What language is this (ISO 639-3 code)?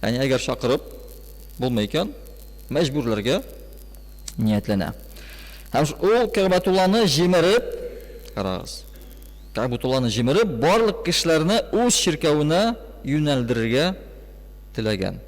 tat